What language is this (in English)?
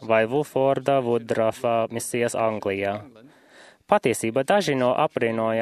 Latvian